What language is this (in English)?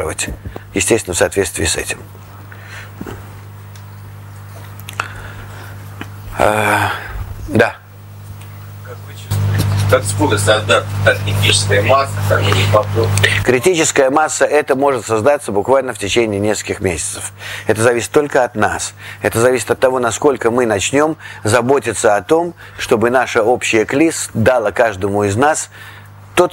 Russian